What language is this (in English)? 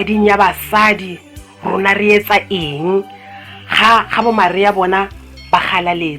Tswana